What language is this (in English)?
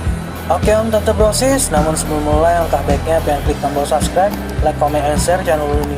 Banjar